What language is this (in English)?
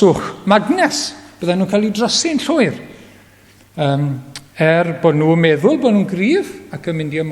Welsh